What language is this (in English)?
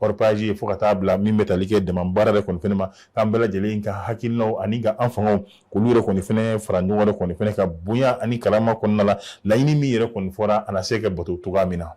Bambara